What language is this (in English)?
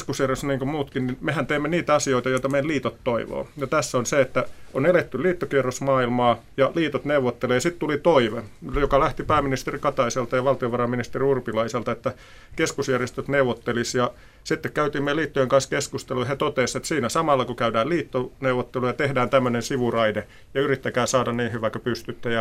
Finnish